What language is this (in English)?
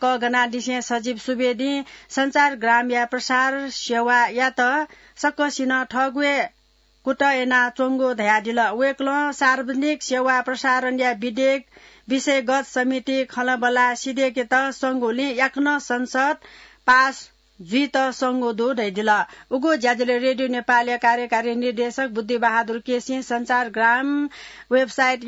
Newari